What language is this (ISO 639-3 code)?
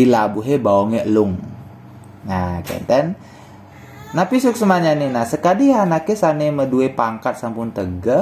ban